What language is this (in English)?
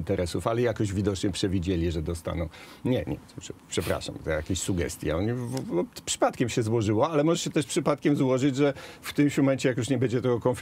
Polish